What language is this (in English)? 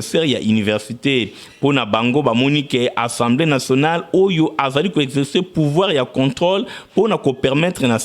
Lingala